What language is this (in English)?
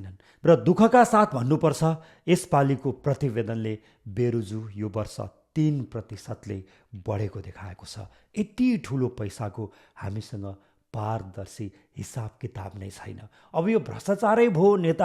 Nepali